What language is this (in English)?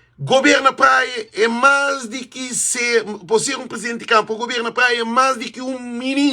Kabuverdianu